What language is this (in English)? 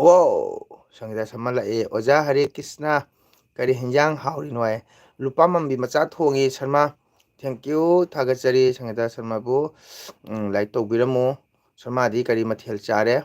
Manipuri